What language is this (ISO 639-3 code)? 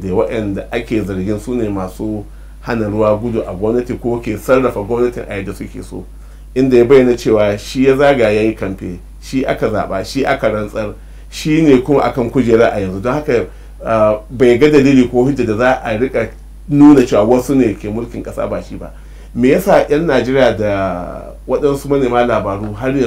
hau